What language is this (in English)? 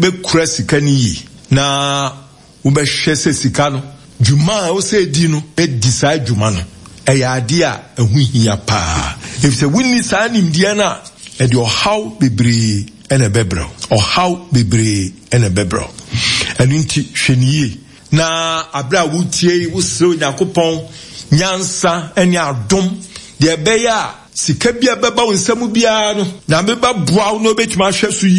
Akan